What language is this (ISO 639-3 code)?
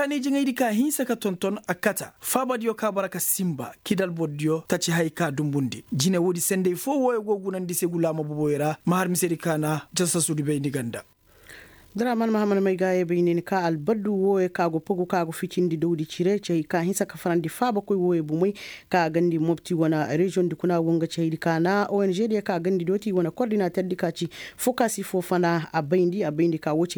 ses